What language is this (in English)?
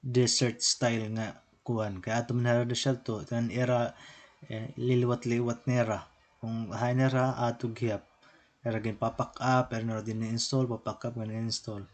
Waray